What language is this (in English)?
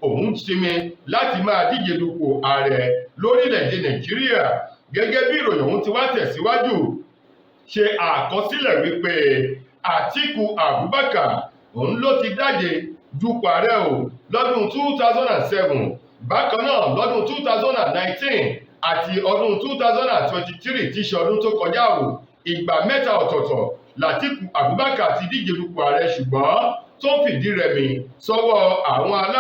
Yoruba